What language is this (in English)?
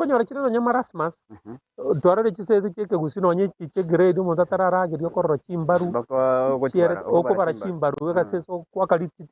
Gusii